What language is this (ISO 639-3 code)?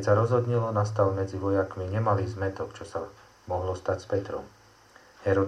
slk